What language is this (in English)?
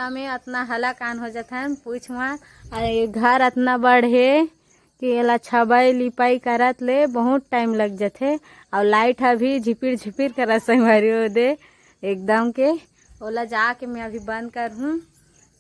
Chhattisgarhi